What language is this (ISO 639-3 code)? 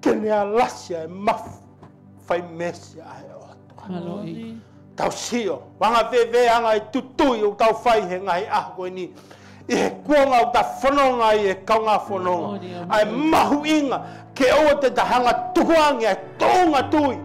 ton